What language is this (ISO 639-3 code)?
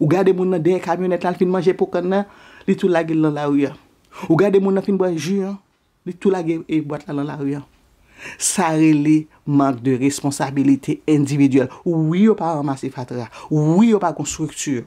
hat